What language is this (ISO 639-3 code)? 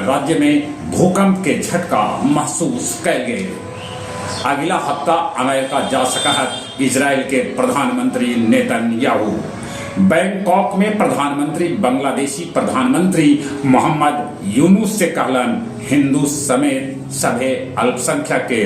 mag